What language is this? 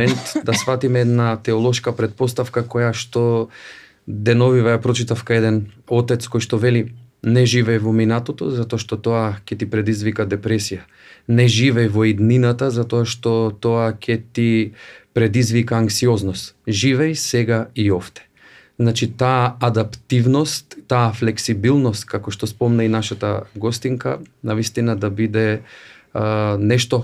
Macedonian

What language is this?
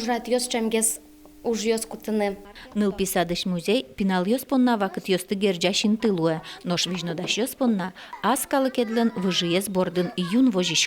Udmurt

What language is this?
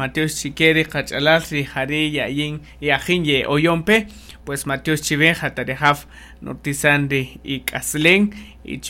Kaqchikel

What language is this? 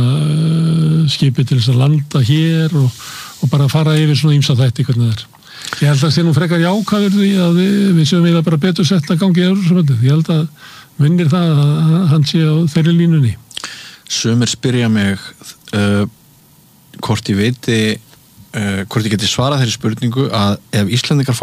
Icelandic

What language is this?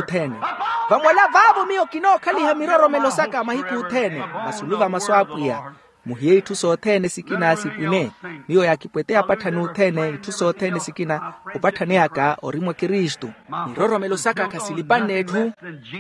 Makhuwa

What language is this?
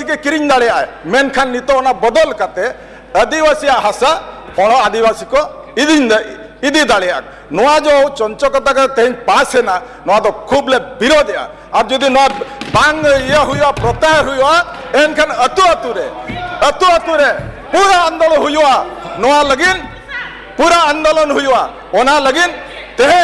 Santali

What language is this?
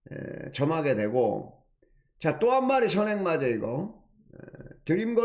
Korean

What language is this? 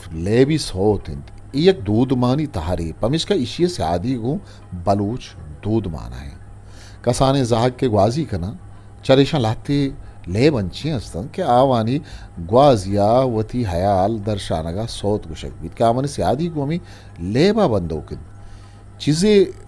Eastern Balochi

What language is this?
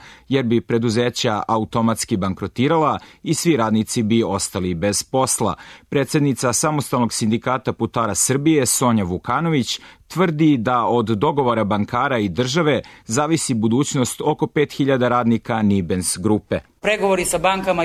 Serbian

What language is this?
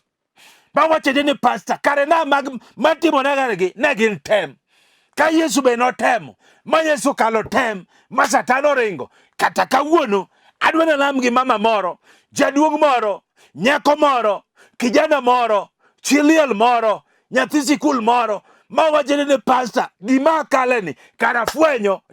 Luo (Kenya and Tanzania)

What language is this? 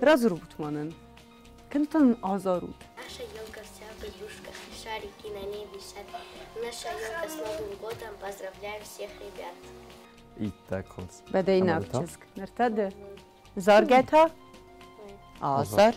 Ossetic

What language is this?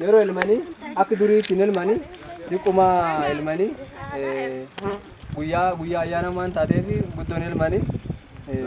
Oromo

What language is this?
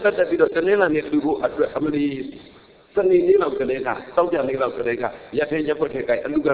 Burmese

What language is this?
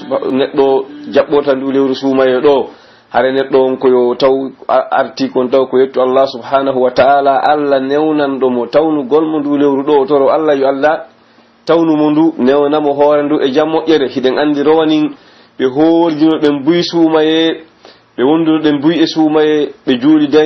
Pular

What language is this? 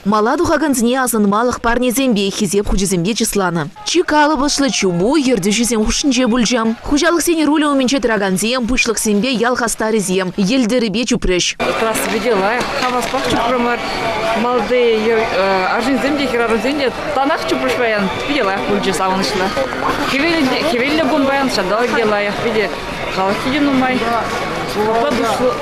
Chuvash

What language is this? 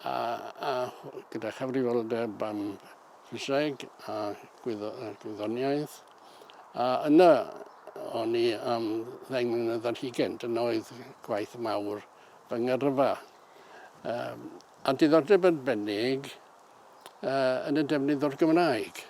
Welsh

